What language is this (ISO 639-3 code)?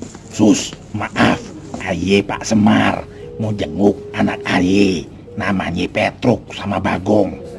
bew